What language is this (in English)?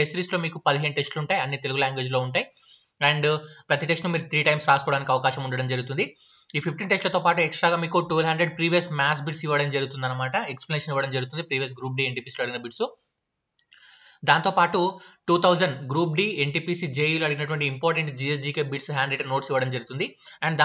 Telugu